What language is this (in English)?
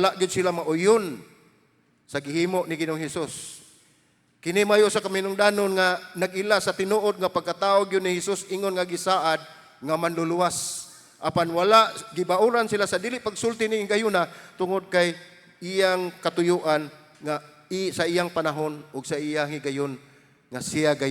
Cebuano